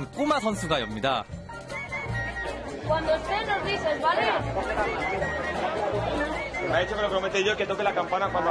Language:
Korean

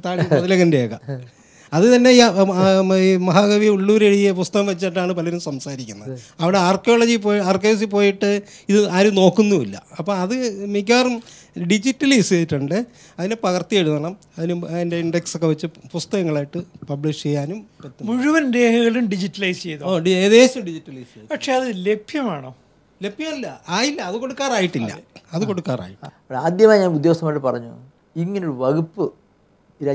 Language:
Malayalam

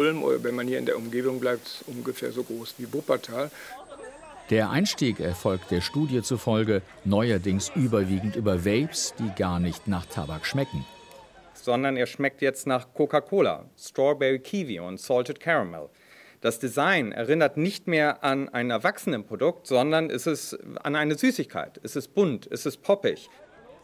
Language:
German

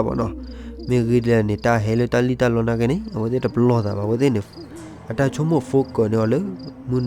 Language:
S'gaw Karen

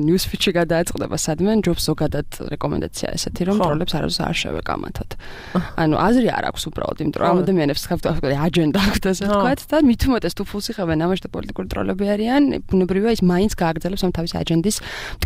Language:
Georgian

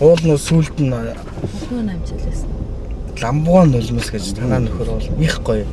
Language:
Mongolian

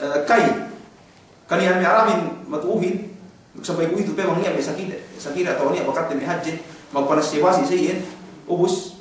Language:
Yakan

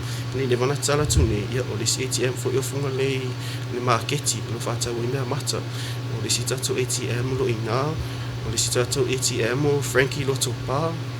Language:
Samoan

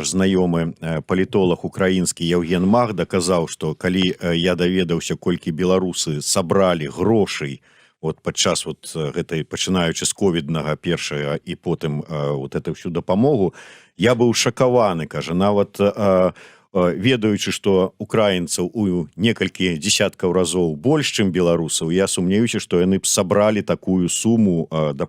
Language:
Belarusian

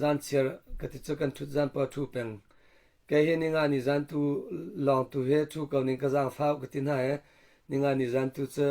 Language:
Hakha Chin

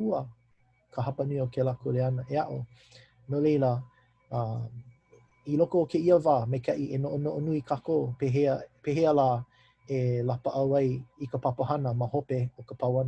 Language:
Hawaiian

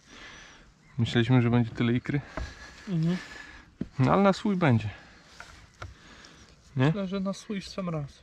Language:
Polish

